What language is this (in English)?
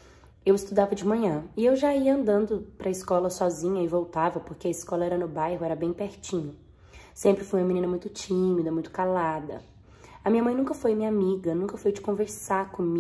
Portuguese